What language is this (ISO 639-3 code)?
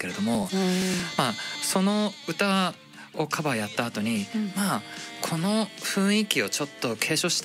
jpn